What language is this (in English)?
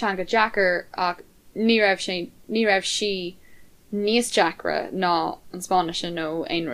Irish